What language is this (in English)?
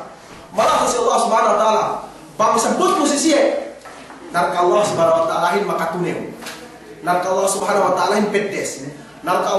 Yakan